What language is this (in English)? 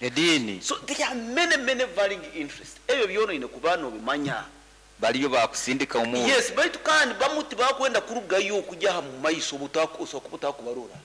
Nyoro